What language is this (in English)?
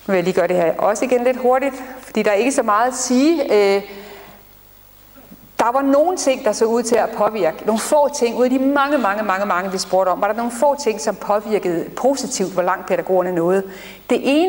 Danish